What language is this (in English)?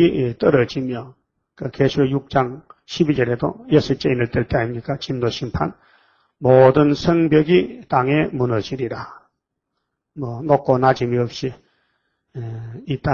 Korean